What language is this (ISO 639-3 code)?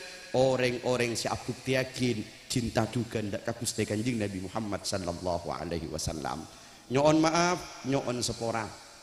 mad